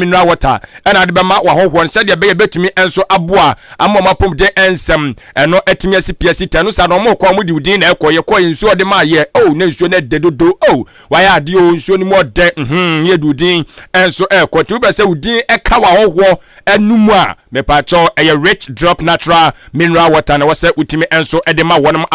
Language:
Akan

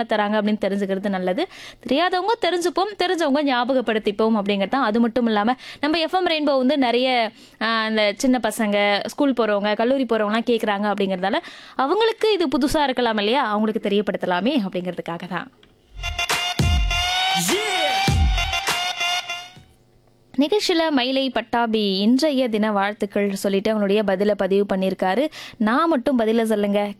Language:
Tamil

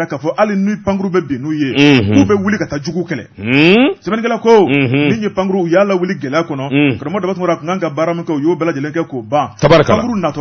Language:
Bambara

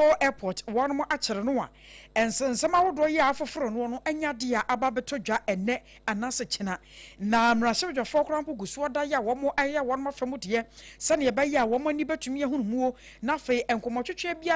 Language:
Akan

